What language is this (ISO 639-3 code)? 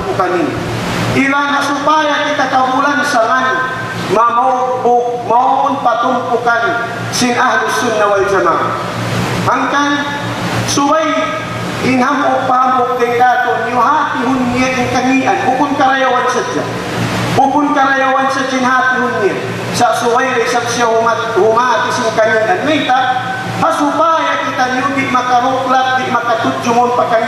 tsg